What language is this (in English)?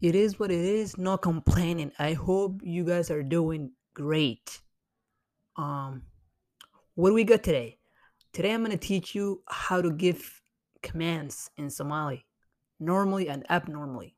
English